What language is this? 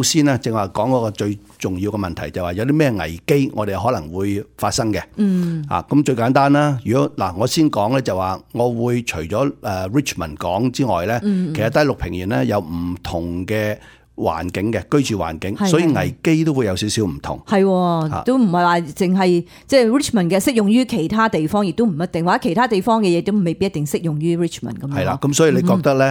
Cantonese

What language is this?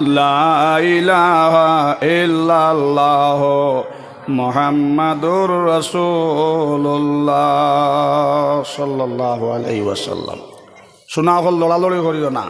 Sylheti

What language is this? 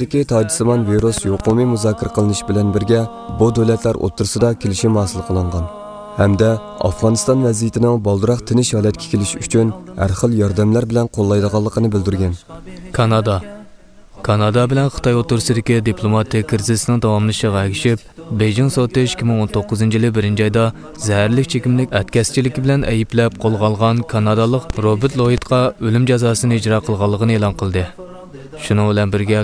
Uyghur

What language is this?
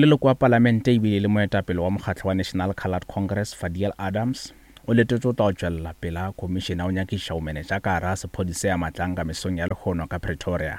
Northern Sotho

